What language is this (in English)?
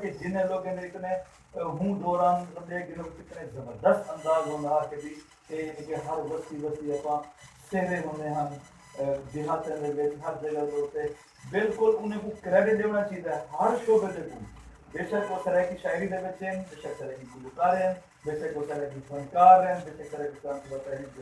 Saraiki